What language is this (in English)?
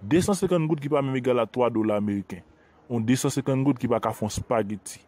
Haitian Creole